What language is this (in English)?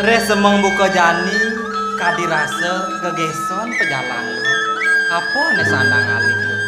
Balinese